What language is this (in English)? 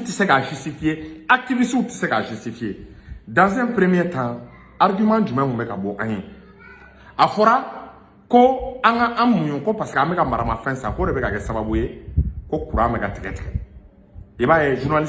Bambara